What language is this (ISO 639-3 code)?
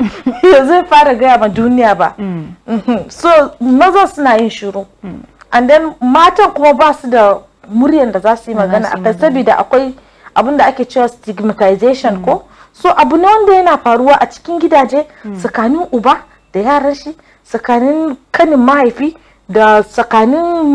hau